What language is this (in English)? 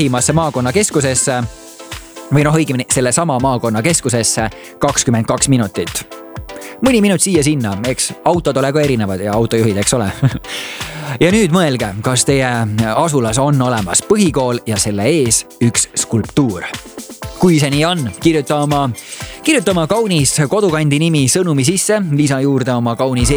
Estonian